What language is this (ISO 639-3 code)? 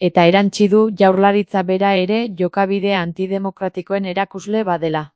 eus